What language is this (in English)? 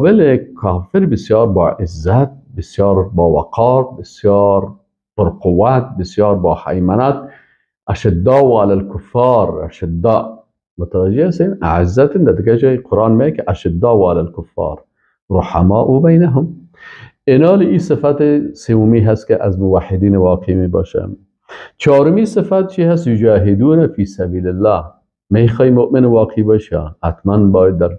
Persian